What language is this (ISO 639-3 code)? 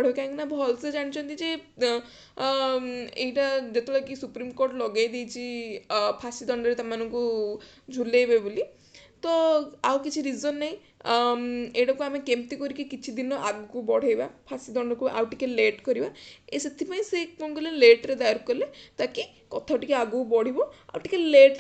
ori